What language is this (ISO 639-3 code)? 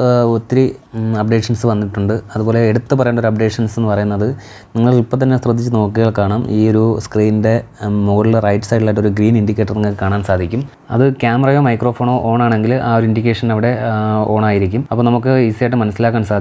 mal